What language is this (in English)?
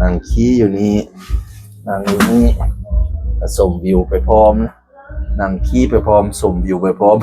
Northeastern Thai